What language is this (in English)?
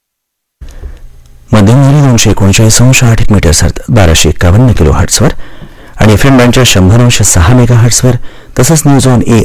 Marathi